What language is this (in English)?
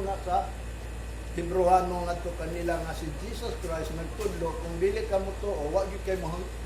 Cebuano